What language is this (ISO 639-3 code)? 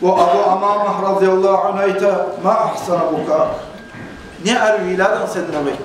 kum